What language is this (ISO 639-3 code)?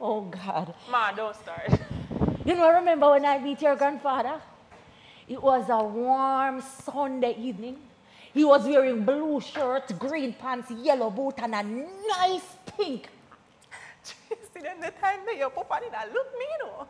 jam